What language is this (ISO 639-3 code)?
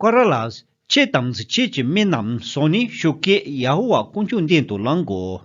bod